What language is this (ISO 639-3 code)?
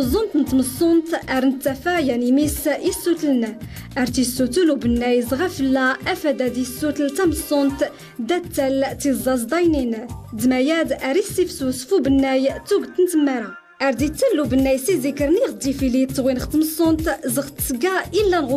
shi